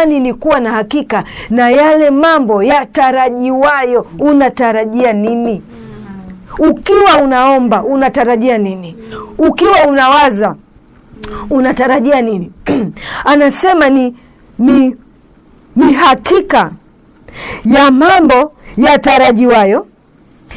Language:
Swahili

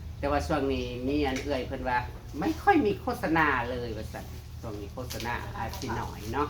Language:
Northeastern Thai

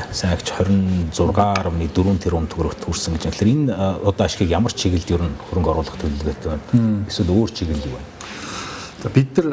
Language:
Mongolian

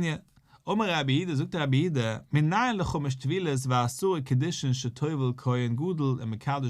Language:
Yiddish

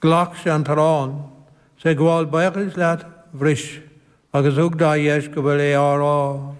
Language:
Irish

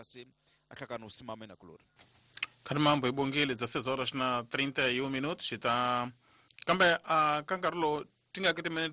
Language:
Tsonga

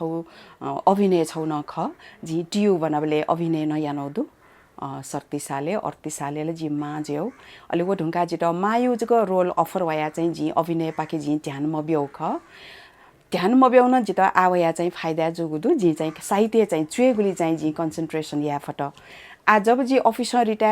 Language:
Newari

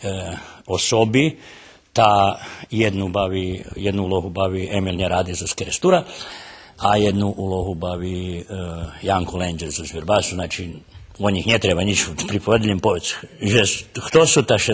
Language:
Rusyn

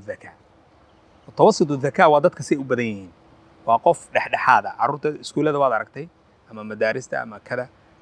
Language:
Somali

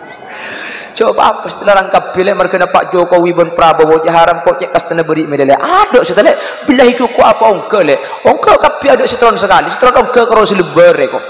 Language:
Madurese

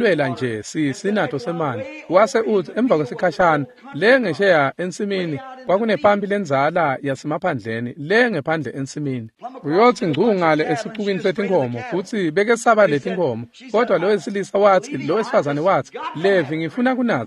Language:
Swati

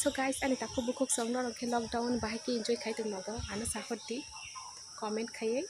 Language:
Kok Borok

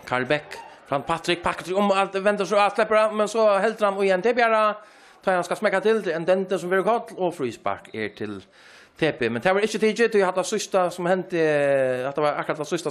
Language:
Faroese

